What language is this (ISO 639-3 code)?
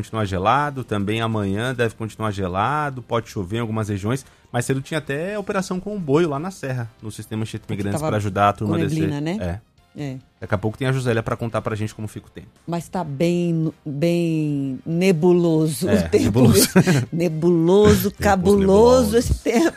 por